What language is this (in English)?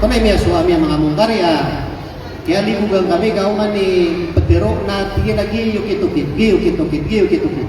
Maranao